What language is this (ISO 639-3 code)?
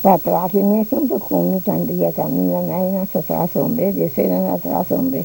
pap